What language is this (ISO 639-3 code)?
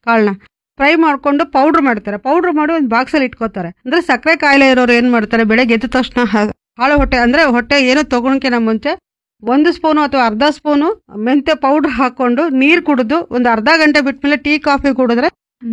kan